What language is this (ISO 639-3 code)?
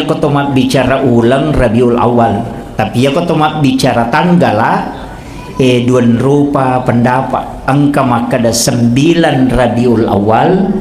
bug